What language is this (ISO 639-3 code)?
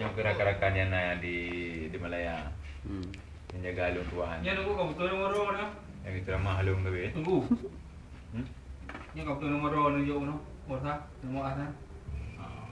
ace